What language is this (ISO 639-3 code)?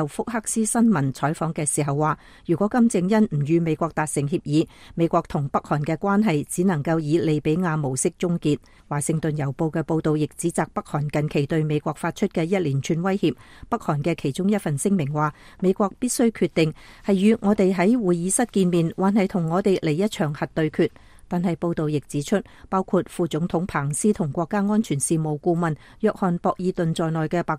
yue